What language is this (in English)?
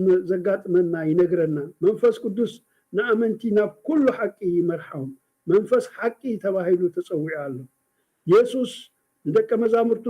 Tigrinya